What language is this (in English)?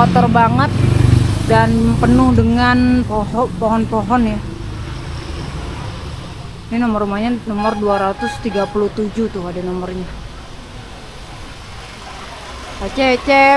Indonesian